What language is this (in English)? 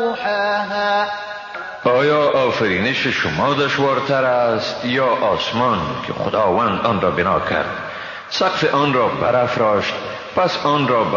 Persian